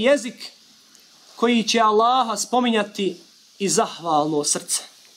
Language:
Bosnian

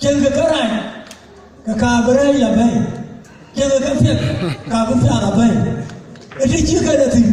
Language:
Dinka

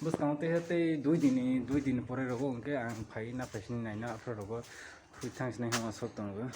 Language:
Kok Borok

